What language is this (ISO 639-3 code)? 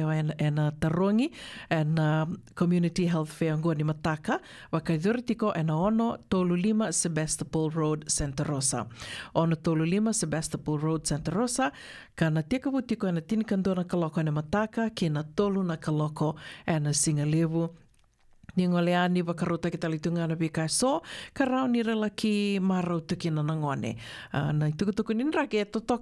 fij